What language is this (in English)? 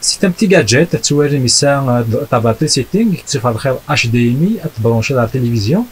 Kabyle